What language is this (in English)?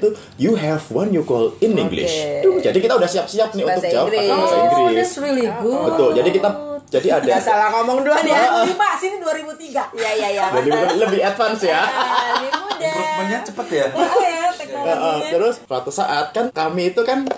Indonesian